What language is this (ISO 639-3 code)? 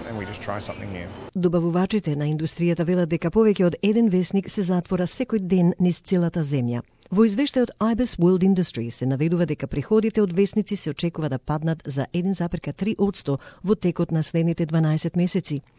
mkd